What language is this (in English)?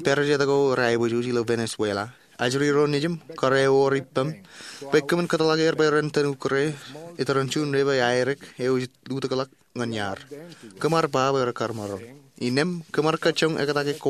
Marshallese